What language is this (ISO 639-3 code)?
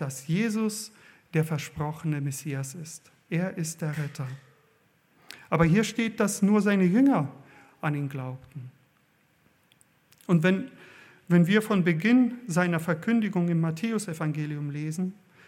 deu